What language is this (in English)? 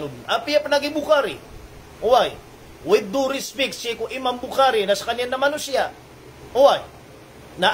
Maranao